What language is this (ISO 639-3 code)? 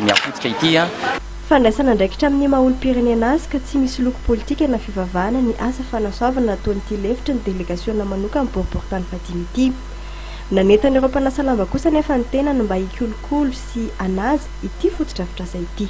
mlg